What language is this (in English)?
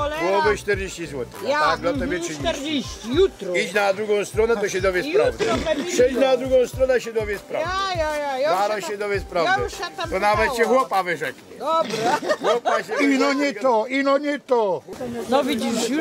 Silesian